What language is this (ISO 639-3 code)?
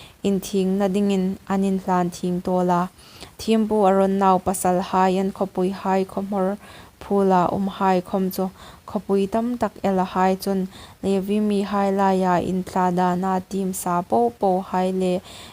hmr